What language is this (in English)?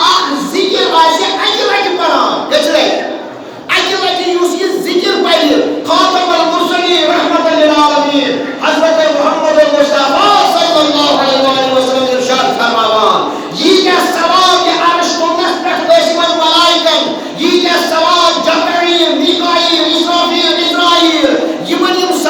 Kashmiri